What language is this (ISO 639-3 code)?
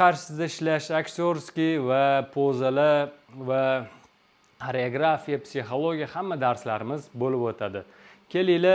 uzb